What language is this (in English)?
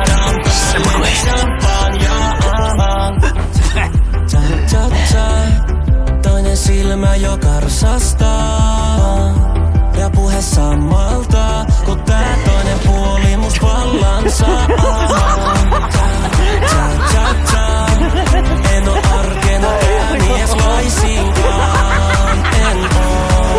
Finnish